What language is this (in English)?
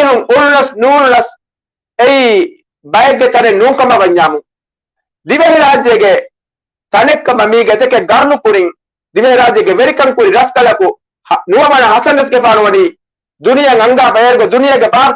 Divehi